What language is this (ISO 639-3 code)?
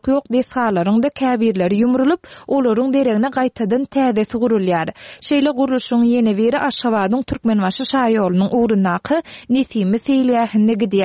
tuk